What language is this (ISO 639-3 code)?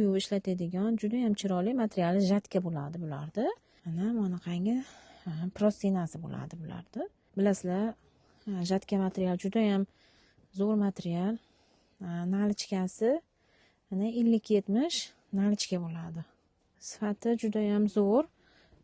uzb